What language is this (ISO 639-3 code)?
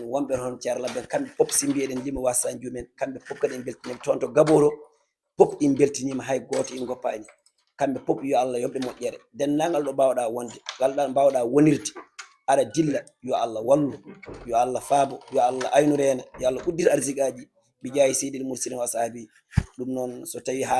ful